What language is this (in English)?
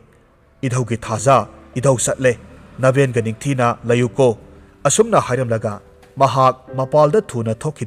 Manipuri